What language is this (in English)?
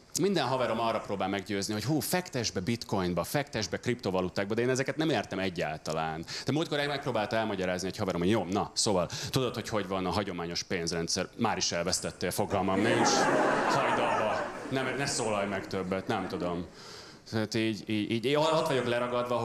Hungarian